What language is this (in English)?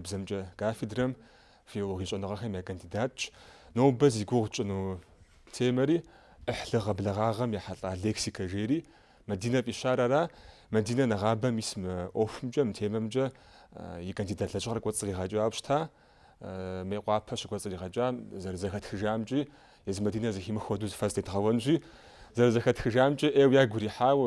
Kabardian